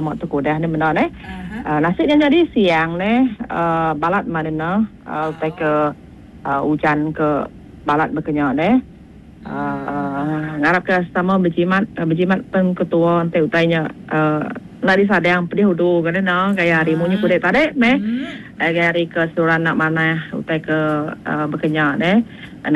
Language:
Iban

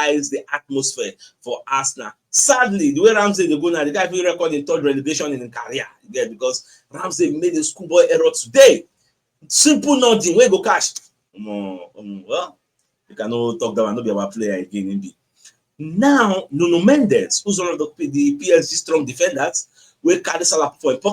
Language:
Nigerian Pidgin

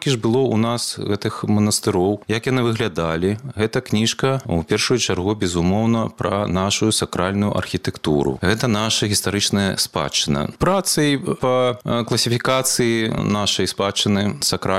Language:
Belarusian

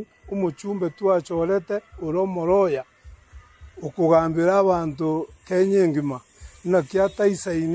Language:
Gusii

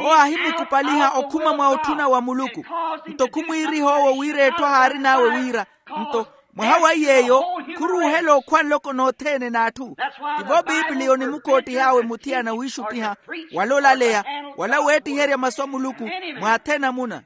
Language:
Makhuwa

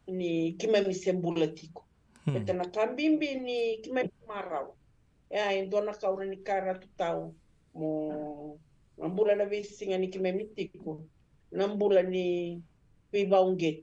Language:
Fijian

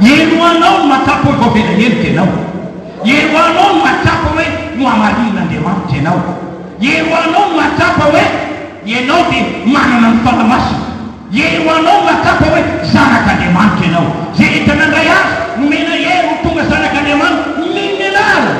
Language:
Malagasy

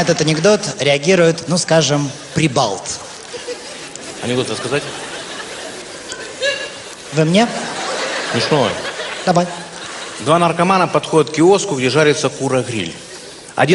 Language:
Russian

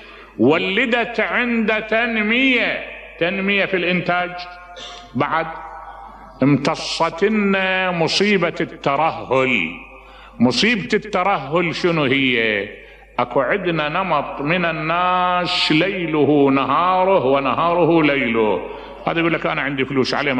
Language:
Mesopotamian Arabic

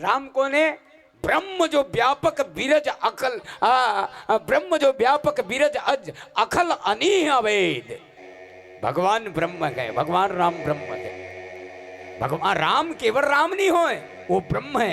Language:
Chhattisgarhi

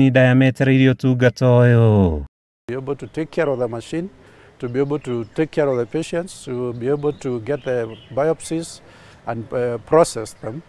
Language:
Kikuyu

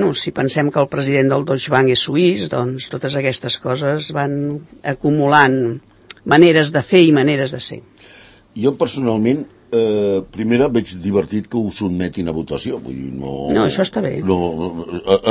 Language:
Catalan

